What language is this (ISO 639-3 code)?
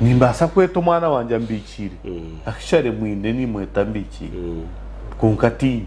nyn